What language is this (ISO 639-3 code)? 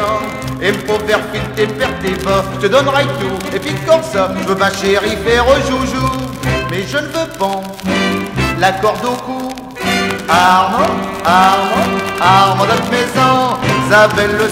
pcd